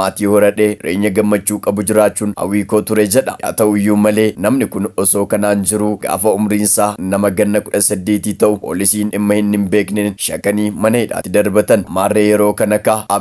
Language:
Oromo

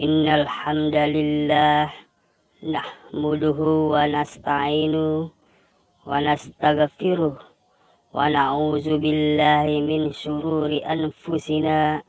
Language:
Buginese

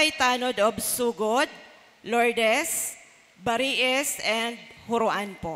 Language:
Bikol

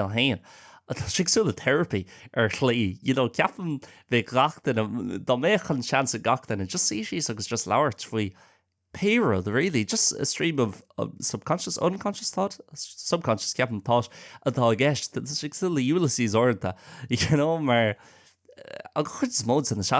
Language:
Irish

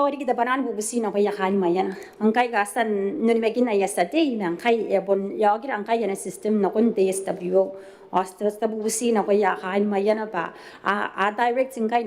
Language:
Gilbertese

